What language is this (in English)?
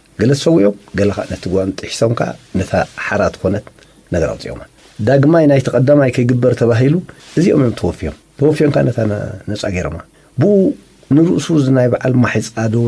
Tigrinya